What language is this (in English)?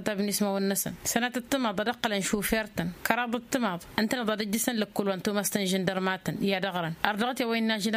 Tamasheq